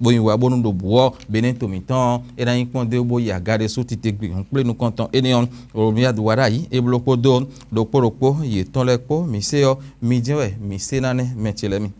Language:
Fon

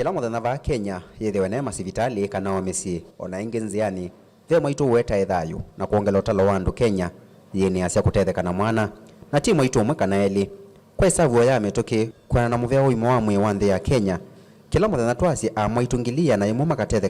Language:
Kamba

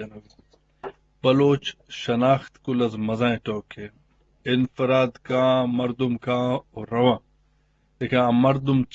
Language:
Eastern Balochi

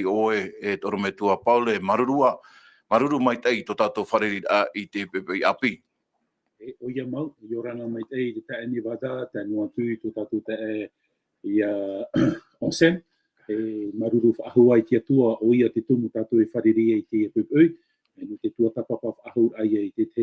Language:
Tahitian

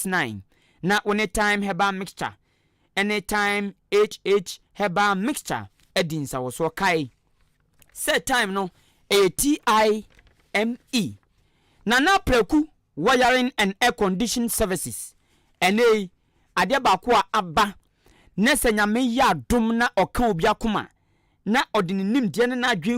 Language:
Akan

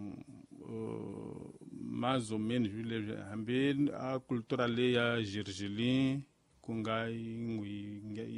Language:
Tsonga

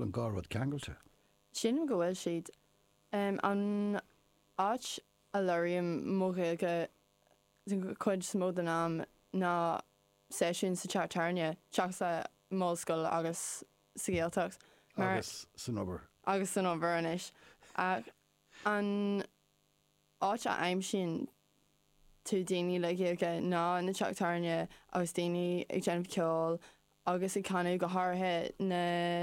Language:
Irish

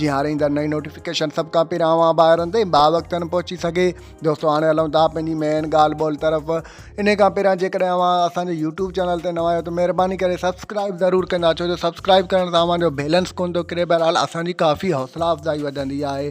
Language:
Sindhi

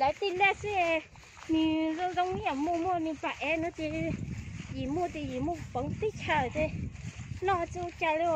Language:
Hmong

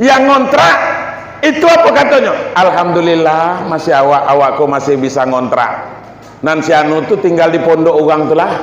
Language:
Minangkabau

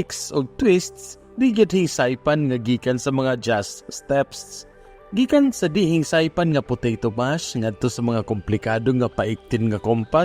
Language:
Cebuano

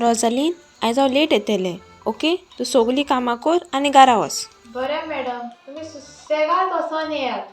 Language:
Konkani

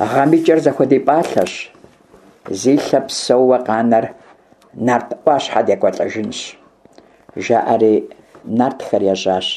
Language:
Kabardian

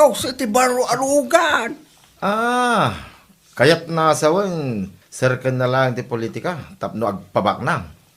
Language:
Iloko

